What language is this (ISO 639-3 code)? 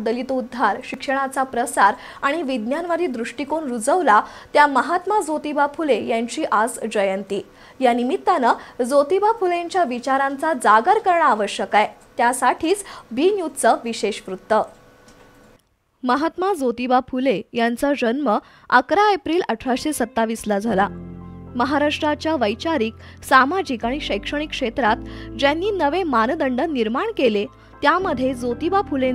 mar